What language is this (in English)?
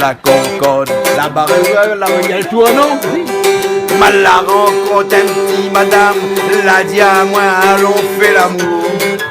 Réunion Creole French